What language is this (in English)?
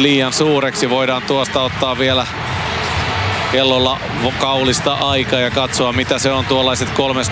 Finnish